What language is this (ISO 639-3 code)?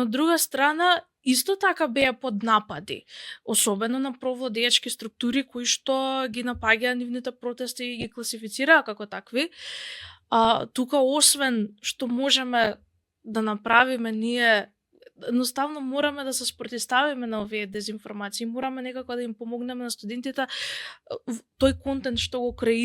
mkd